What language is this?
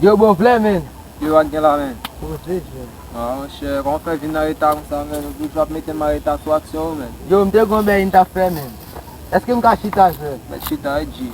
Haitian Creole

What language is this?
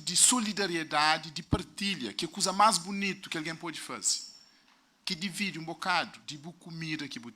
Kabuverdianu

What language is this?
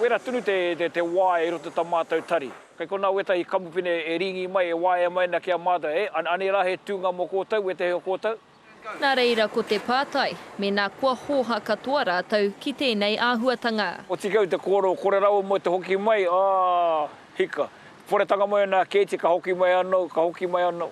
Māori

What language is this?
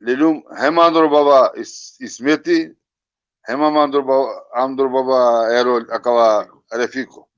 Balkan Romani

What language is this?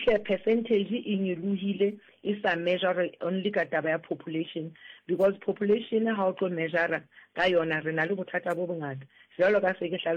Southern Sotho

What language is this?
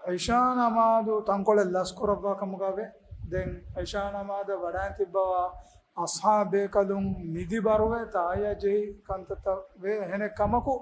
Divehi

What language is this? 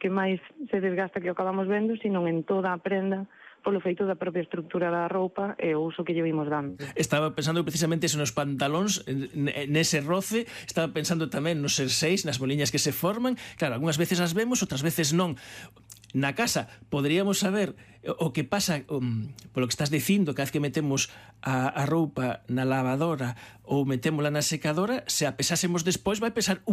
Galician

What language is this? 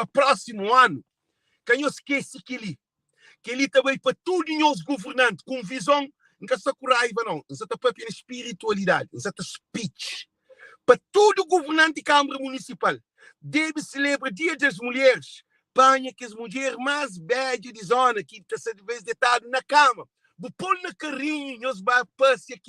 Kabuverdianu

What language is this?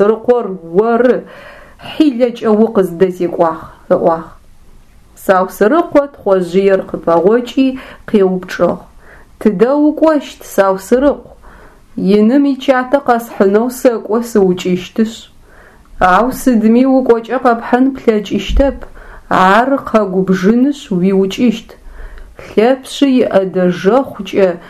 Adyghe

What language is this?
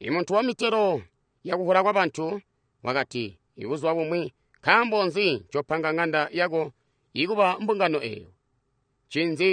Tonga (Zambia)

